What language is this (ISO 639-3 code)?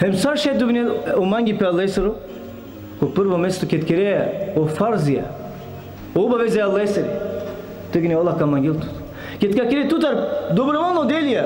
rmn